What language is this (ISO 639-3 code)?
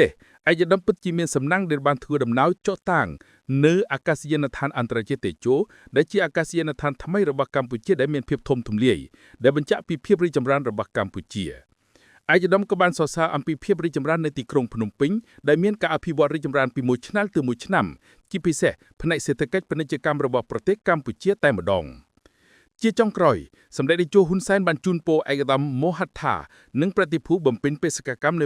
khm